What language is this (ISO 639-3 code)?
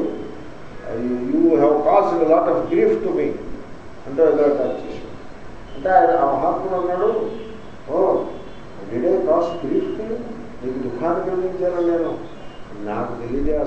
tel